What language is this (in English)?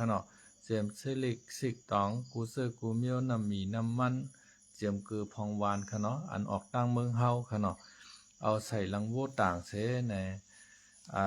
Shan